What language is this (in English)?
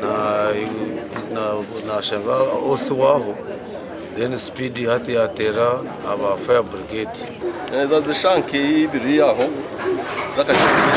Nyankole